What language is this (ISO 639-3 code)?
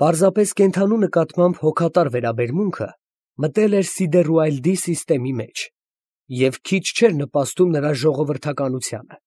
hye